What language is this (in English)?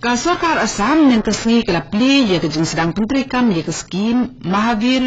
Khasi